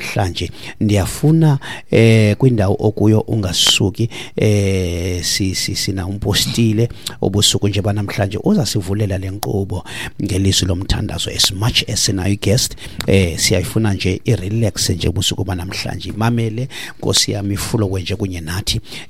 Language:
Xhosa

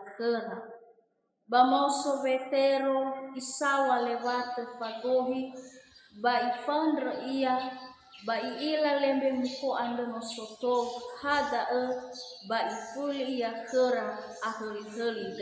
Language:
Nias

